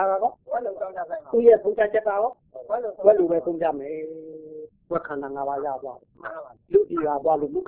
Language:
Burmese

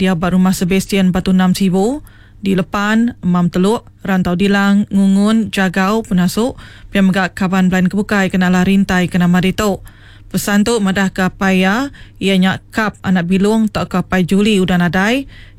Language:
Iban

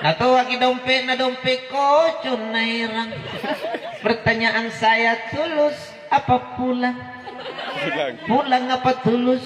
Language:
Makasar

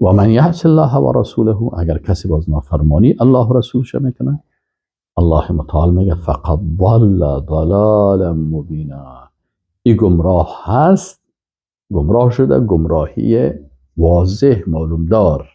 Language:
Persian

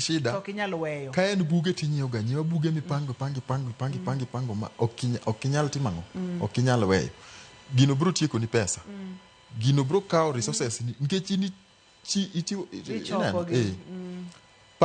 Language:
Luo (Kenya and Tanzania)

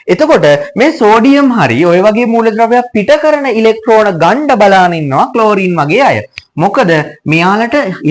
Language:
Sinhala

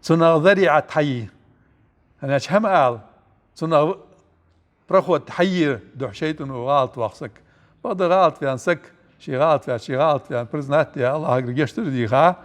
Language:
Ingush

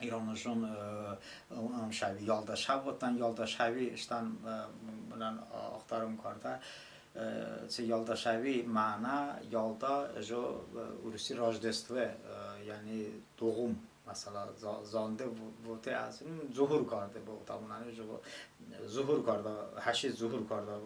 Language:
Talysh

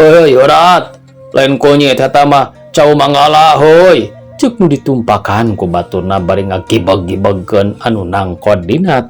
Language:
Sundanese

